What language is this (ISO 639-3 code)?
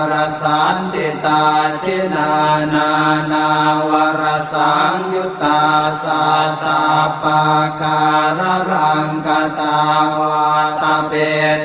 pli